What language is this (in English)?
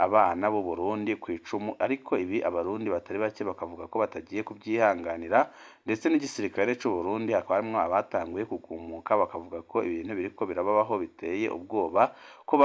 Rundi